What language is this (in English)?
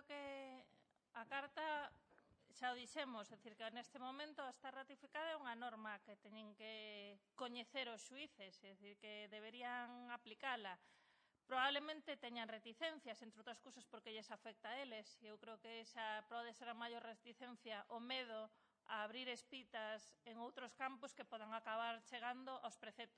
Galician